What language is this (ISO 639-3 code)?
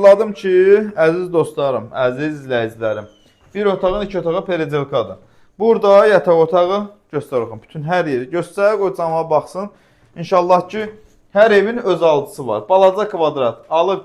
aze